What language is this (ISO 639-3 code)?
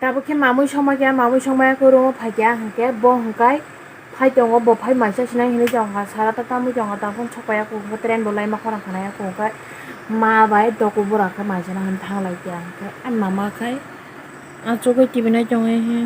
trp